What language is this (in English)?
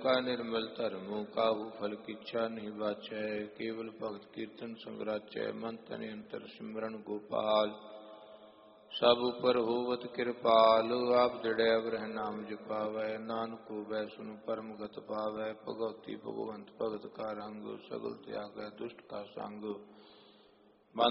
Punjabi